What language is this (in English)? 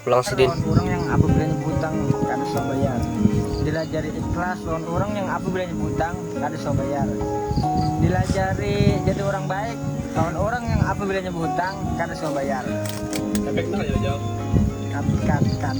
Banjar